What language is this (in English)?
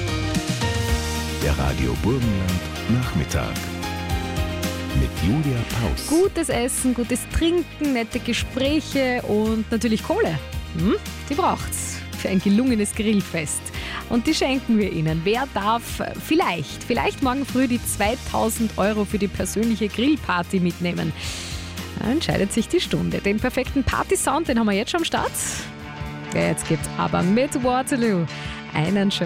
German